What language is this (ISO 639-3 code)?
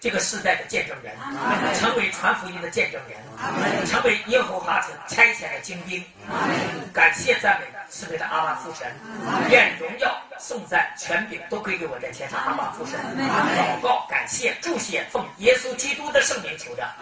zho